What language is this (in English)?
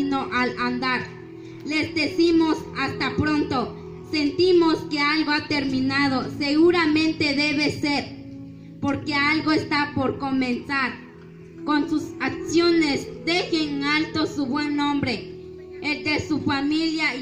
Spanish